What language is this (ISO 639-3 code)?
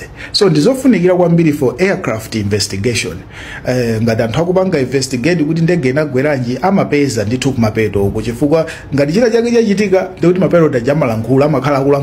nya